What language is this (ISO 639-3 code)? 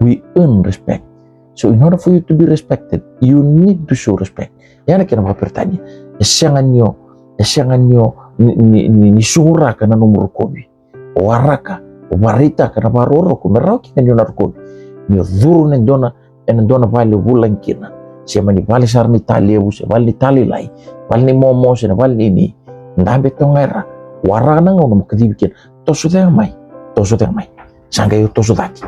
fij